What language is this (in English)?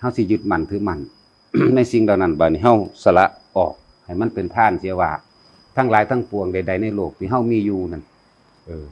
Northeastern Thai